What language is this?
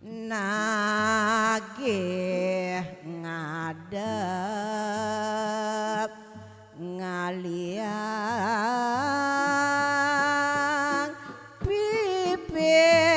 Balinese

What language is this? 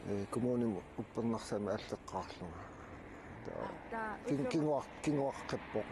Kalaallisut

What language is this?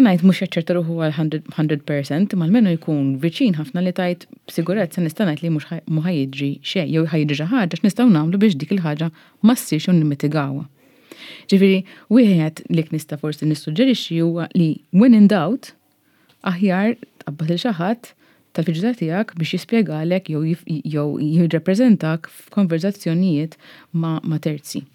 Maltese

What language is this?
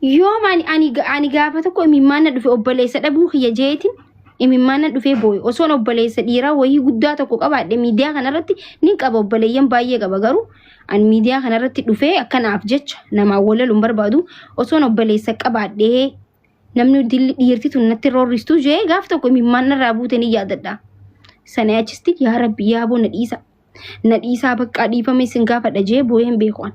Oromo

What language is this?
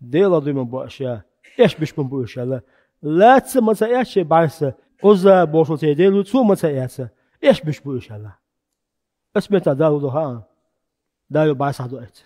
Chechen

